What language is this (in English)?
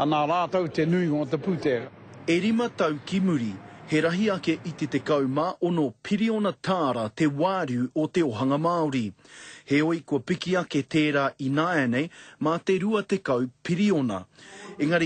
Māori